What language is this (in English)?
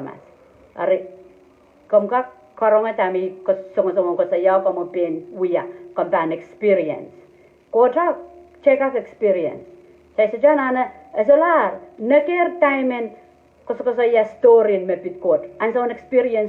Pohnpeian